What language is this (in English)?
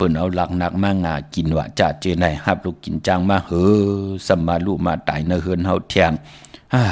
Shan